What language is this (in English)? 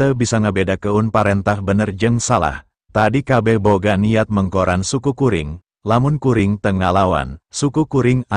Sundanese